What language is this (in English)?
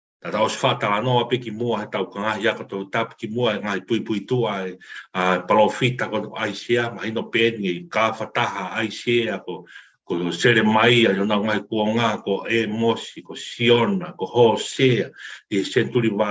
Tongan